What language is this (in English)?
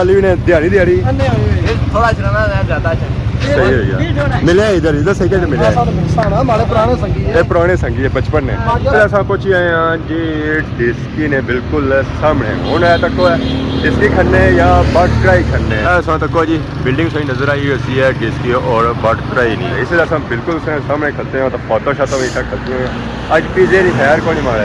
Pahari-Potwari